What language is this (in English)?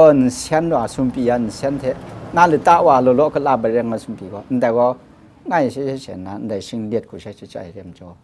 Kachin